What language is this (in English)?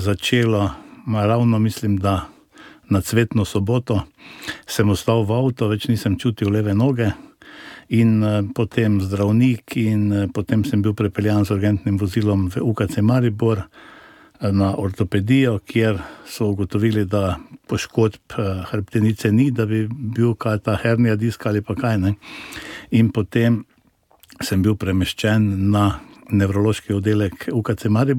Slovenian